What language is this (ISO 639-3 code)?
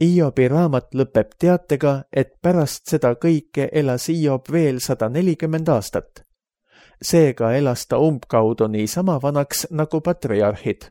est